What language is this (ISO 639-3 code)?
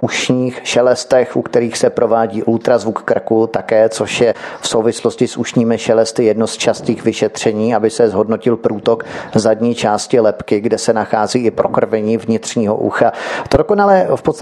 ces